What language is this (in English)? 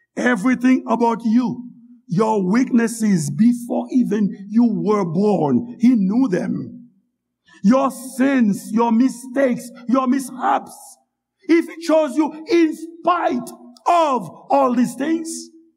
Haitian Creole